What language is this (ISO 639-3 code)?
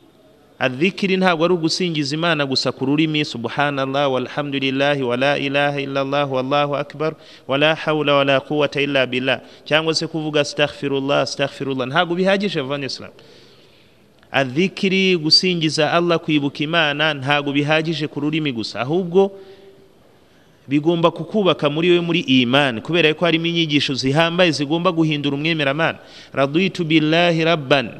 kin